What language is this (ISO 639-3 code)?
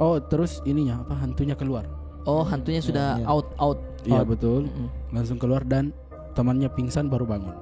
mfp